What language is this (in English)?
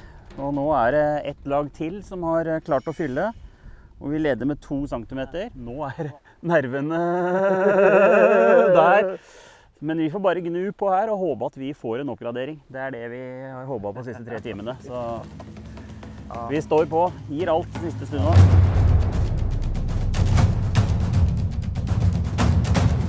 Norwegian